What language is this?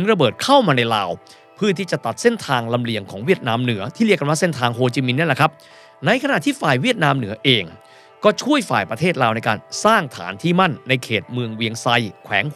Thai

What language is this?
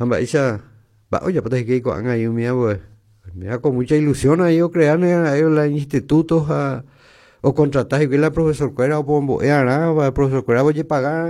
Guarani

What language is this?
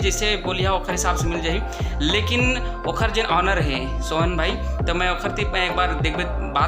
Chhattisgarhi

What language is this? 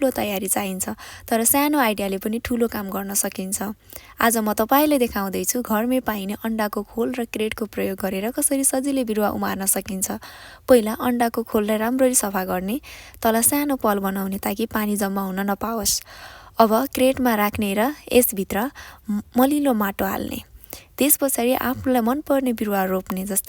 Nepali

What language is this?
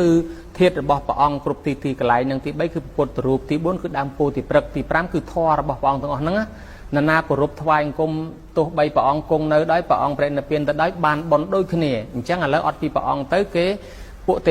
Khmer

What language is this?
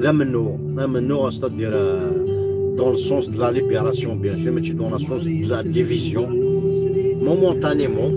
Kabyle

